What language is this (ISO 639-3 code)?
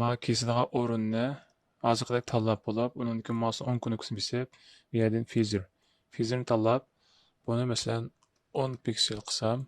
uig